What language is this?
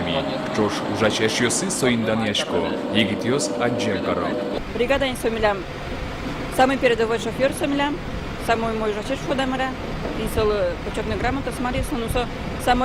Udmurt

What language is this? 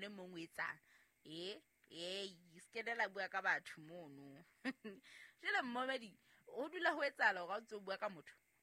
Southern Sotho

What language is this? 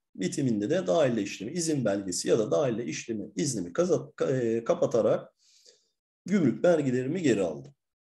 Turkish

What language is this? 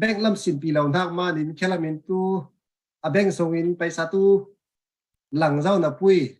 Falam Chin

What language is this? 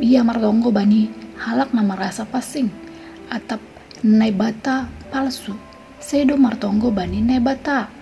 Batak Simalungun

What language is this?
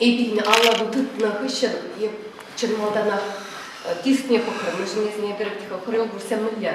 Chuvash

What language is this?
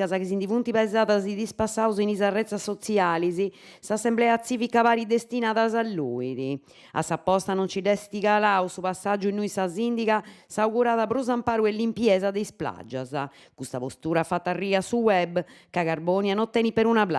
Sardinian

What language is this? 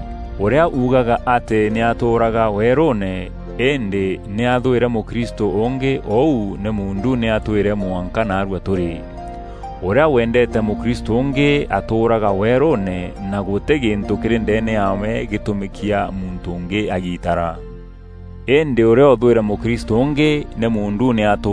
Meru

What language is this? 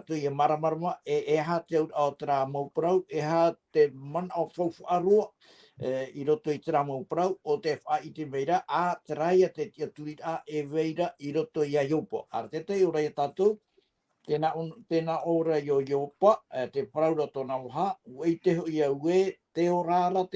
Tahitian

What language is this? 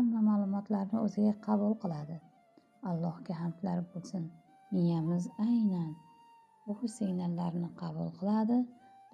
Uzbek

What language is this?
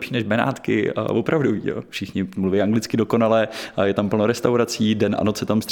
Czech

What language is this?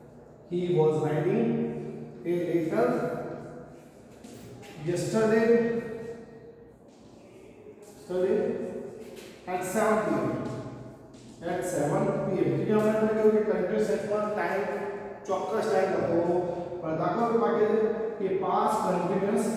Gujarati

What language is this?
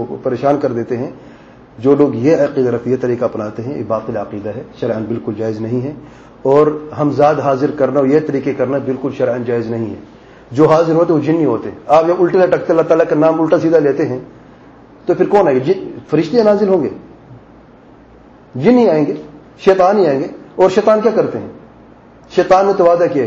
Urdu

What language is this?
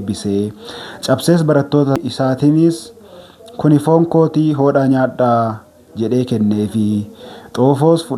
Oromo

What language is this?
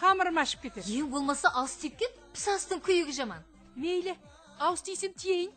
Kara-Kalpak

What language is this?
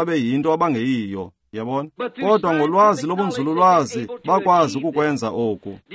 Xhosa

